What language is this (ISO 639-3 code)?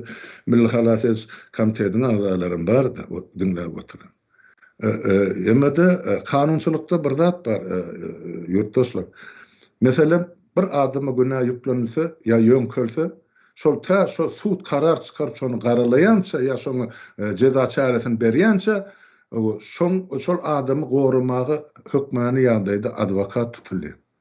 tuk